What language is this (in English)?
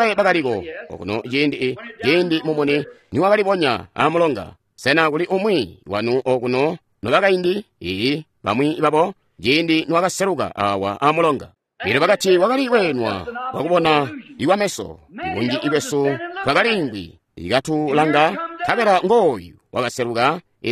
Tonga (Zambia)